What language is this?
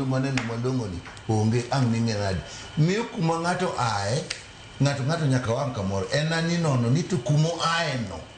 Luo (Kenya and Tanzania)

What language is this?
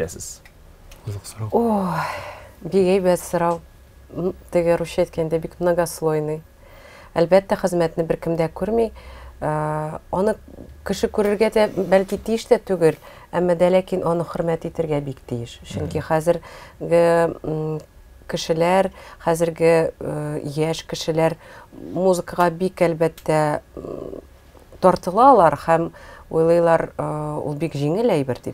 Tatar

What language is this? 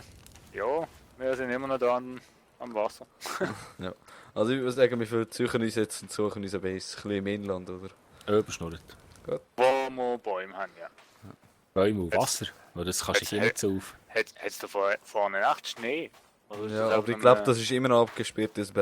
Swiss German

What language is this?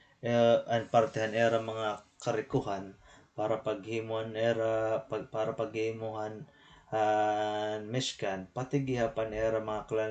Waray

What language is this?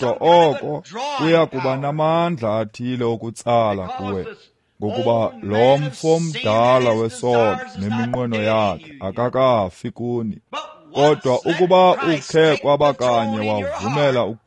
Xhosa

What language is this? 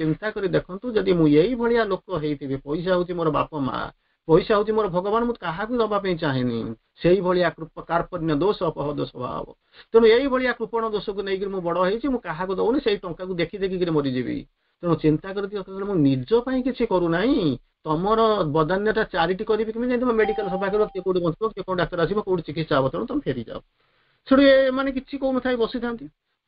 Odia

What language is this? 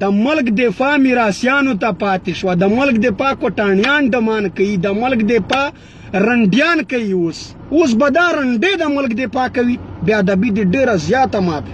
Pashto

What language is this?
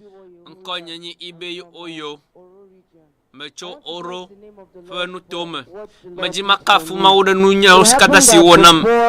Ewe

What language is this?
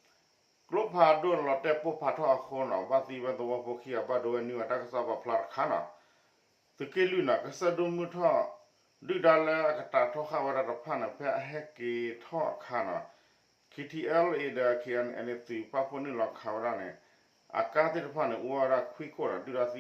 S'gaw Karen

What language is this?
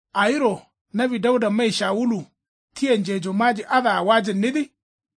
Kanuri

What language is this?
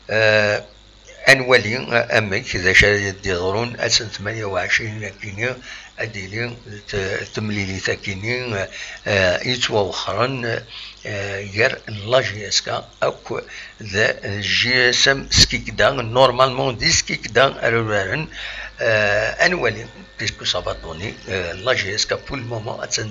Kabyle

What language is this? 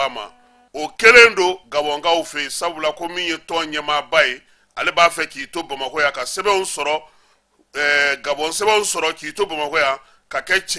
Bambara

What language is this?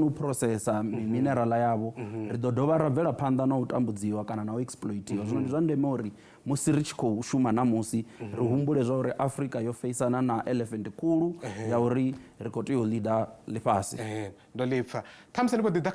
Venda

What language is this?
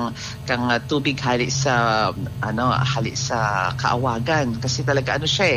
Bikol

